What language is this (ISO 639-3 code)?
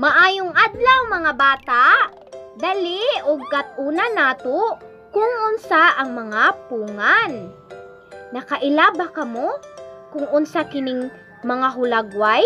ceb